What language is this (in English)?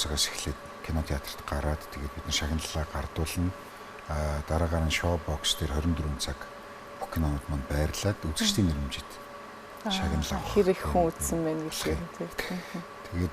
Mongolian